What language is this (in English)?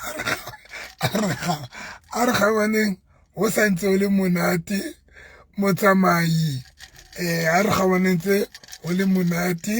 Southern Sotho